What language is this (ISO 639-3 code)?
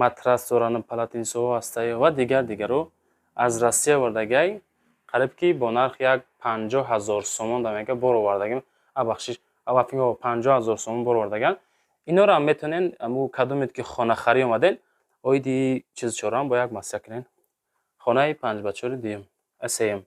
tgk